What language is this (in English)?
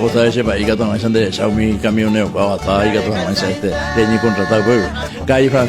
Guarani